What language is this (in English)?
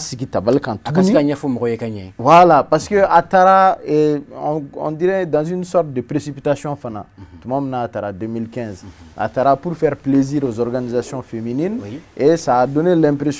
Bambara